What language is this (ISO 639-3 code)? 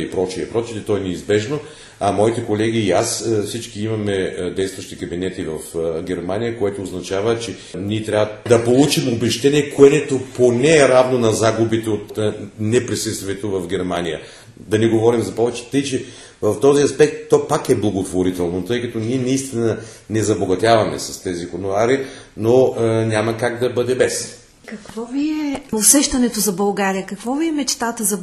bul